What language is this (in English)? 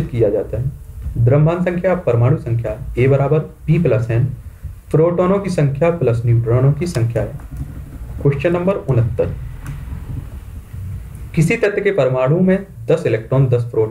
Hindi